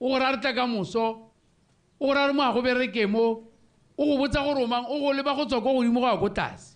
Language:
Tswana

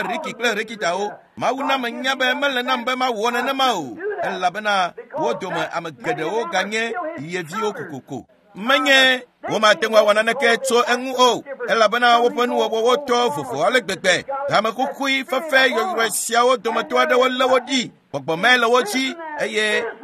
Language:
Ewe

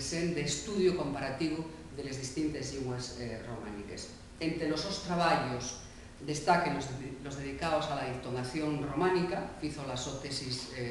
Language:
Asturian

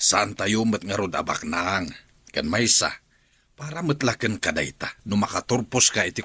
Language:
Iloko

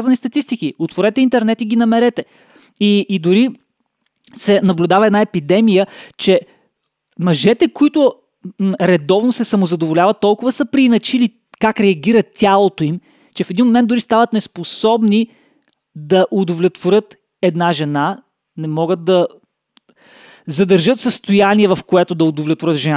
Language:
Bulgarian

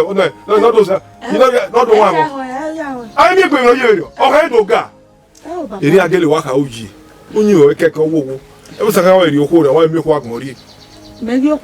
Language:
Bini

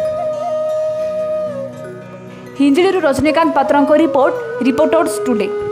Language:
Odia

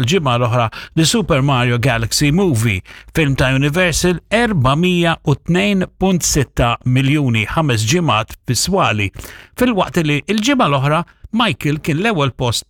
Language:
Maltese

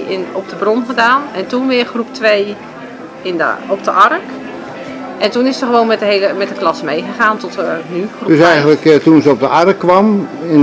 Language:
Dutch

